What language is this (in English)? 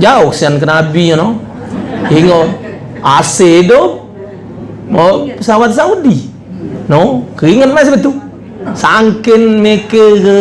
Musi